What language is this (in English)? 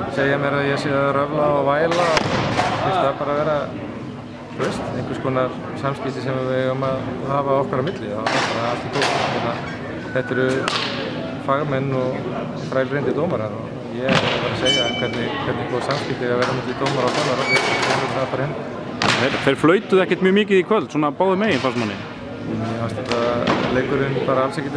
Icelandic